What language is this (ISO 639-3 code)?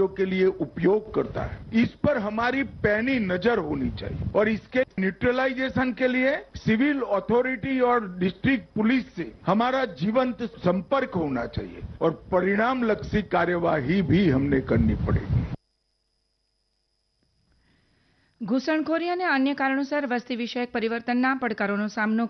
guj